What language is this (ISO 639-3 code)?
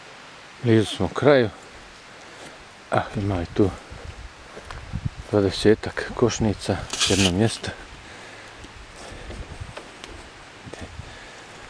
bos